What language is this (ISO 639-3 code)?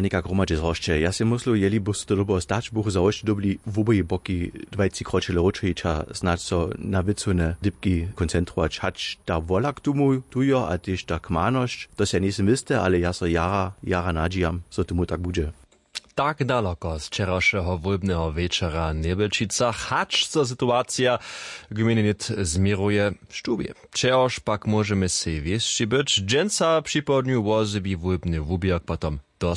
hsb